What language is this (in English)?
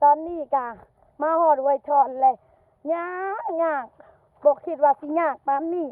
Lao